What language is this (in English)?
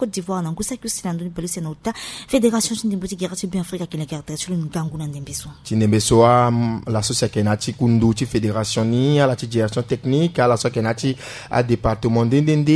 Sango